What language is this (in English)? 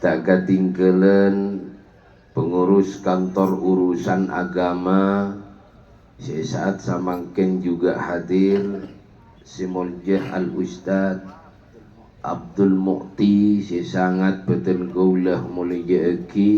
Madurese